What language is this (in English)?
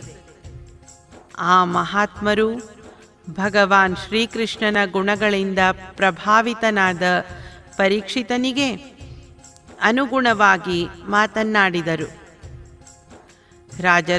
Kannada